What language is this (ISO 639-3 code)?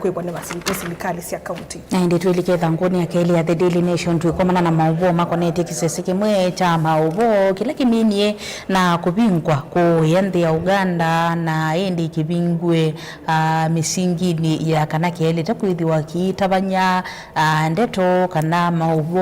kam